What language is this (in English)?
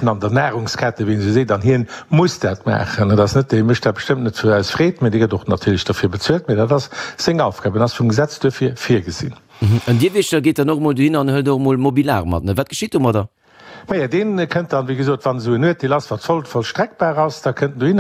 Luxembourgish